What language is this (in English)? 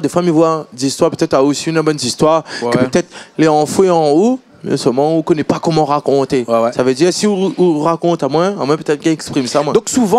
Réunion Creole French